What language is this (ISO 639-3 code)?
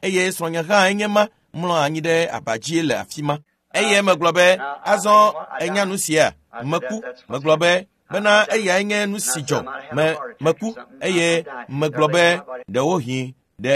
ewe